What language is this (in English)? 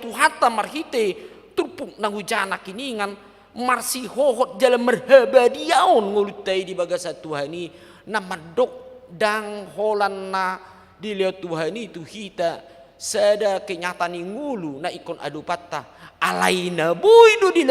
Batak Toba